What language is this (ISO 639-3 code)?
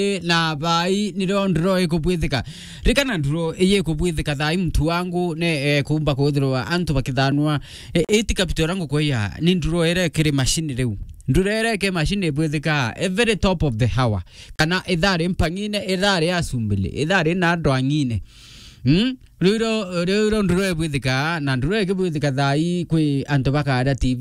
mer